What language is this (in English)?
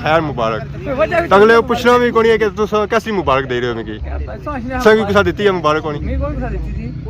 Pahari-Potwari